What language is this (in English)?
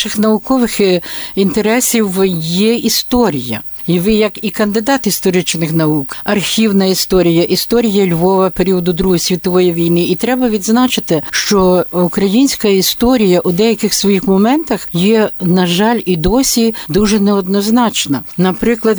Ukrainian